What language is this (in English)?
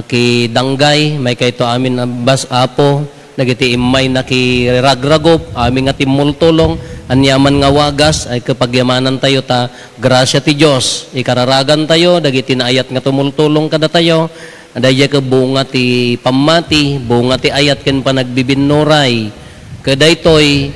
Iloko